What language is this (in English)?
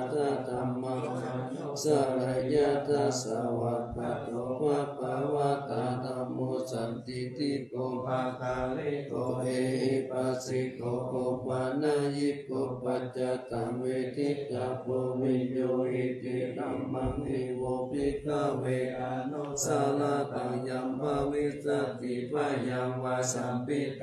Pali